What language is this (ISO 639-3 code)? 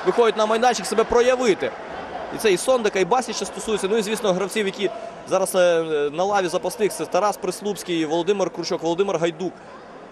ukr